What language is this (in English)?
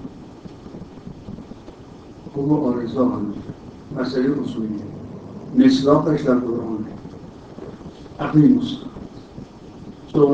Persian